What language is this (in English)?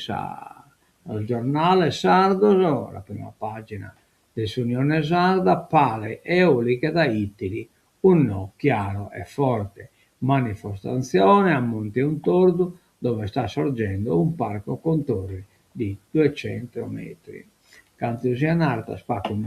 Sardinian